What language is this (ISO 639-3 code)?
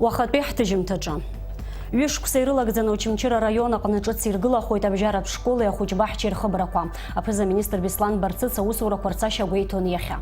abk